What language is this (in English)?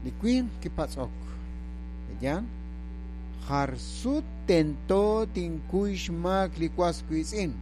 Kekchí